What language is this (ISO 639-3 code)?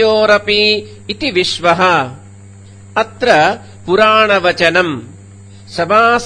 san